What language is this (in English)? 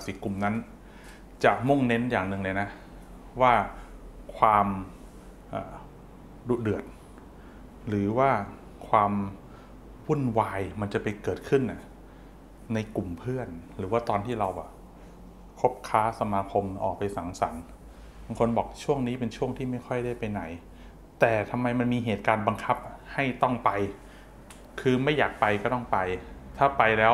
Thai